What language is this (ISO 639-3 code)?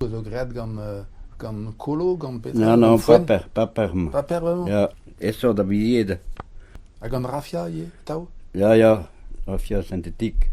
bre